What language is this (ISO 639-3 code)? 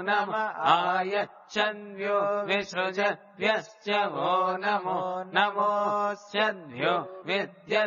san